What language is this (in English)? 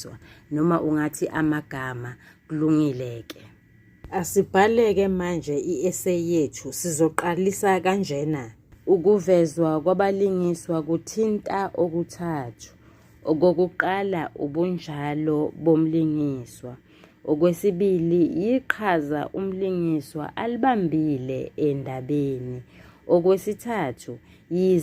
Zulu